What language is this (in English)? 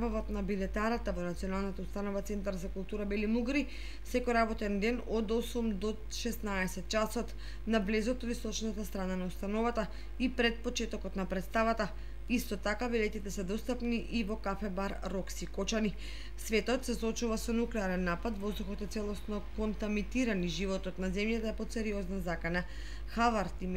Macedonian